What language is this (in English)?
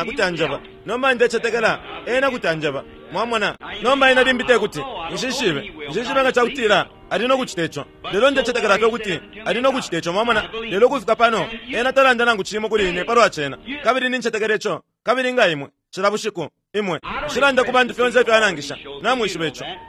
Bemba